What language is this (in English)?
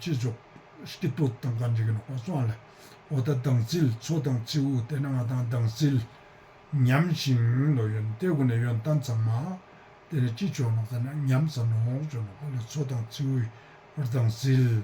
Ladakhi